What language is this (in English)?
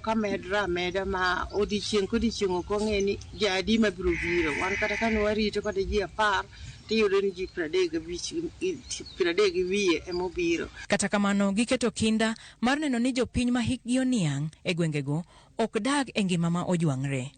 Luo (Kenya and Tanzania)